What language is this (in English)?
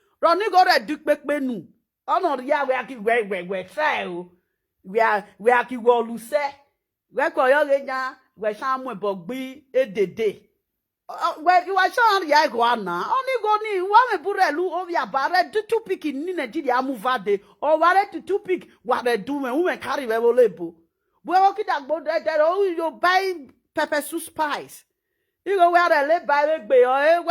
Nigerian Pidgin